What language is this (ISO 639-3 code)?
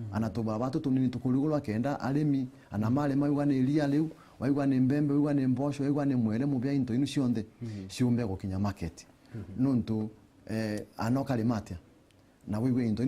mer